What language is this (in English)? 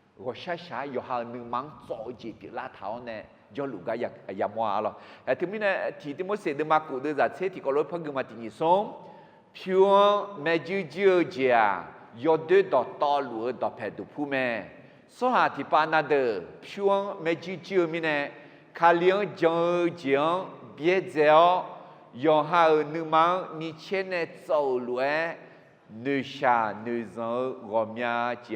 Akha